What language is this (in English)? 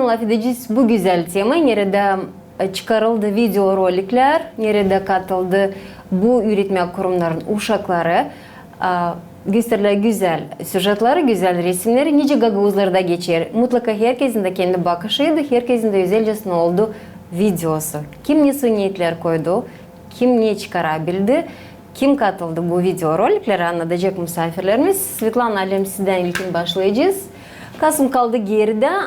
Gagauz